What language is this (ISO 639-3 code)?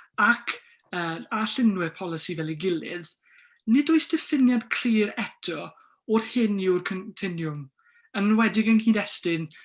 cym